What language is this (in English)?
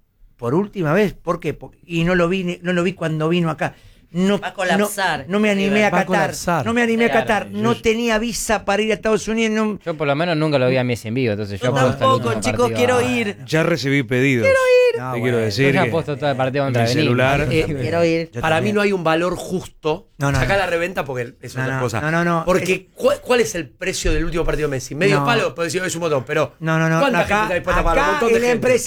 Spanish